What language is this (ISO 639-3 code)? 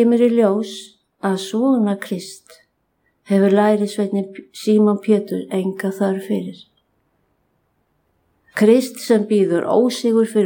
isl